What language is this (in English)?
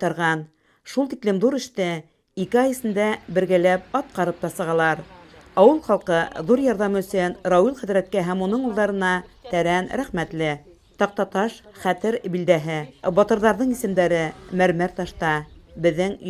Bashkir